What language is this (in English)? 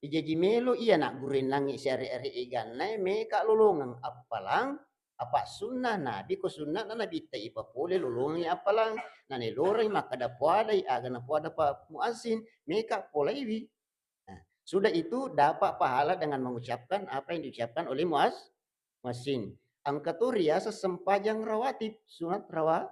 Buginese